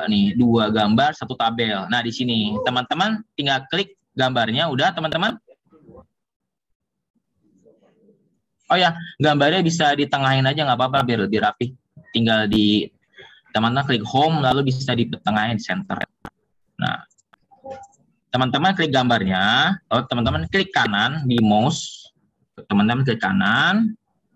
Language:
Indonesian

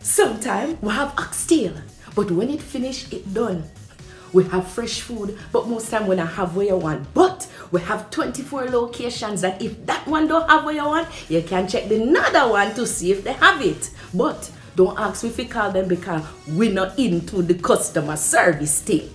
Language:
Jamaican Creole English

